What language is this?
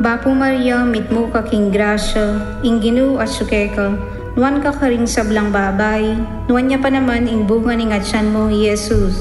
Pampanga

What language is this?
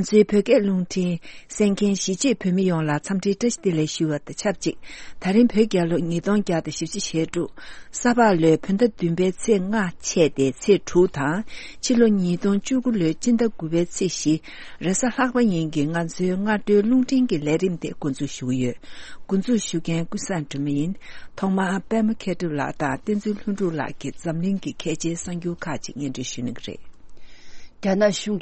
Tibetan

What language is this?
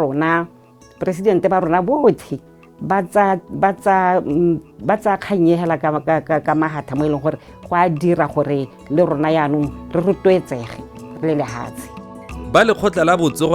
Tswana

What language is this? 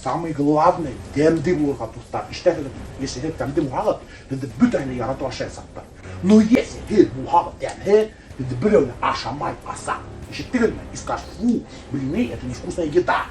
Bashkir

